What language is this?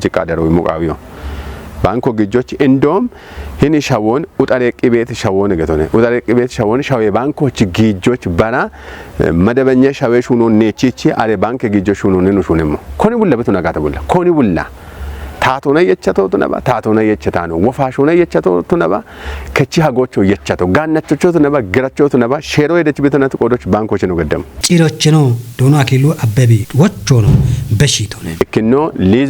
Kafa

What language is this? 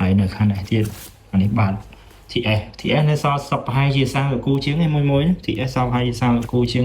Khmer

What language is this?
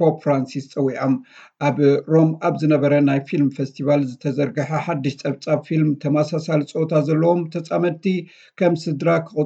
Tigrinya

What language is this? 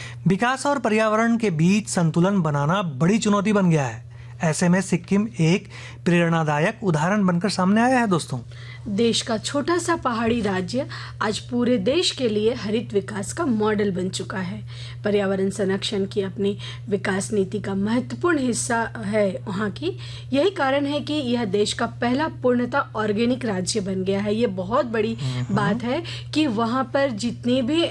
Hindi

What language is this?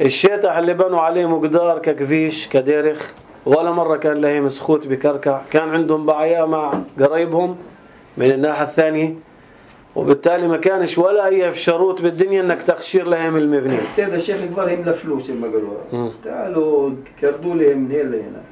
North Levantine Arabic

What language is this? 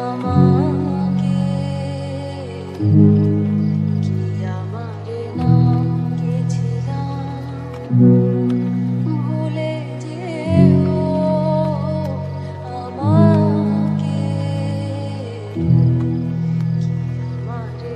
Bangla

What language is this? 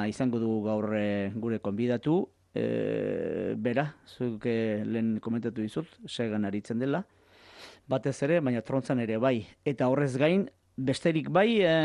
Basque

